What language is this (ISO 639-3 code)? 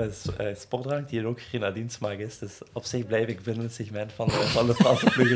nld